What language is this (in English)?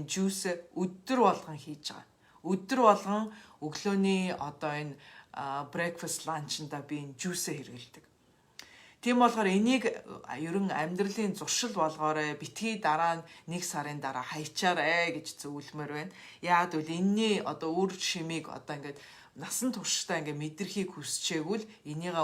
Mongolian